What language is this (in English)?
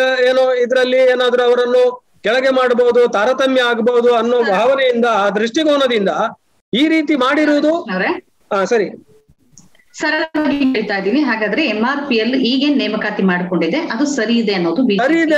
Kannada